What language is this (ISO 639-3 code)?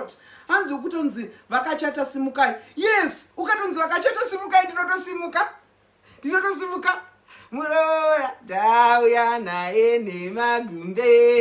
sna